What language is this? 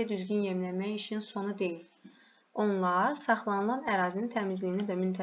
Azerbaijani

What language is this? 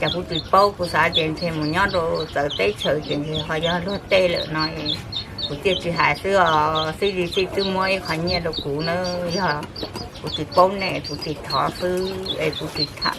Hmong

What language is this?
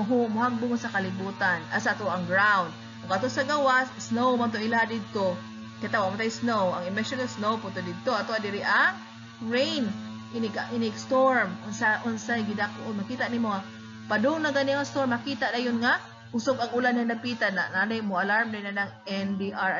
Cebuano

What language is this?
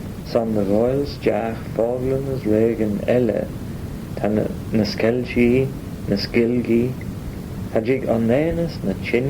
Manx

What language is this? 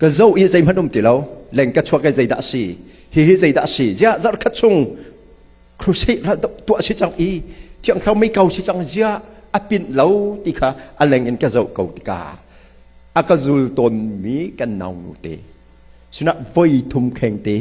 Hakha Chin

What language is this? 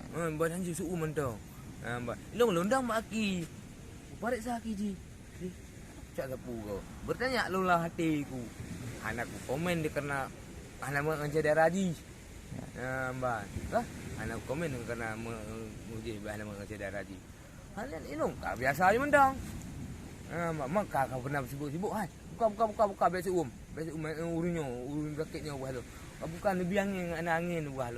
Achinese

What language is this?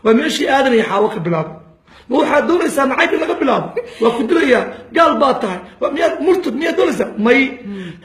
Somali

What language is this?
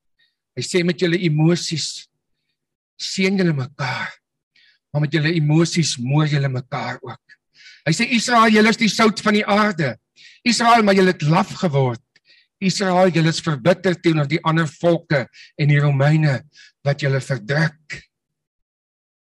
Afrikaans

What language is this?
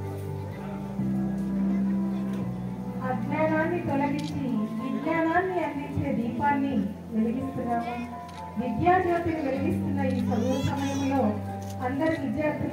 Telugu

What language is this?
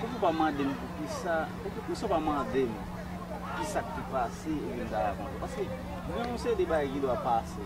Haitian Creole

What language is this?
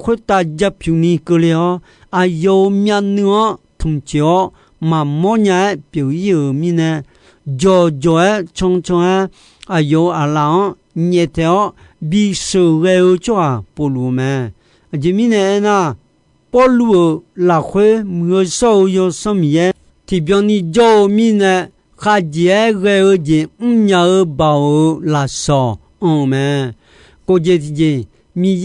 Akha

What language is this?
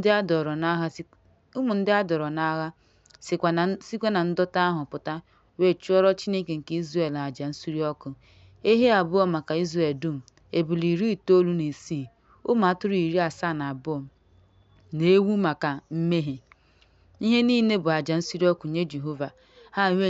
Igbo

